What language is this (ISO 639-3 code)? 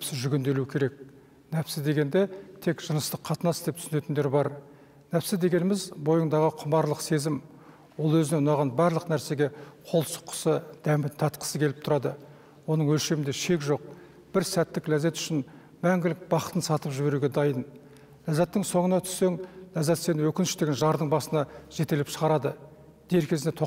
kaz